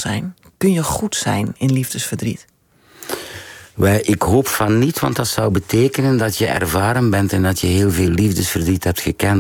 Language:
Dutch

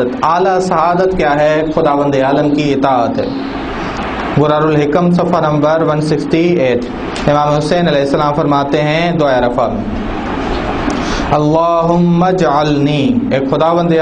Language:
Urdu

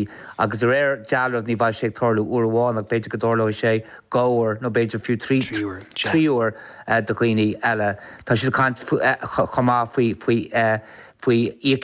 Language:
Irish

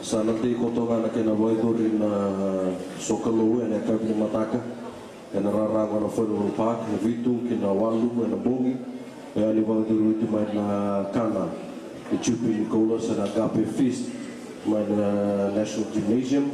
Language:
Fijian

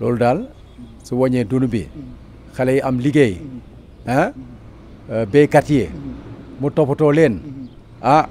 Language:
Wolof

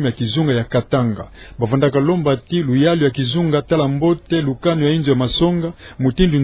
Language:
Kituba (Democratic Republic of Congo)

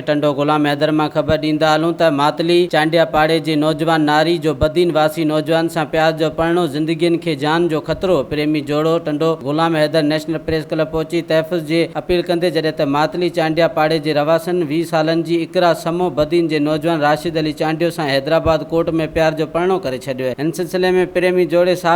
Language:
Sindhi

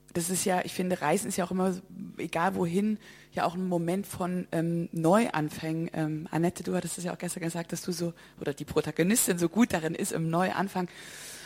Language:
German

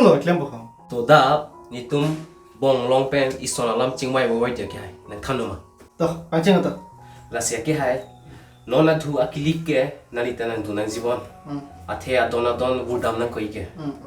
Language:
Karbi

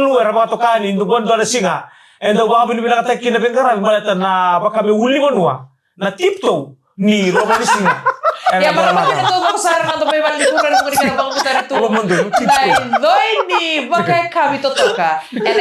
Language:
Fijian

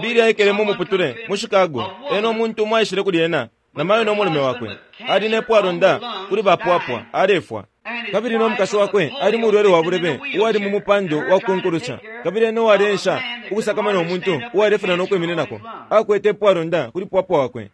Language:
Bemba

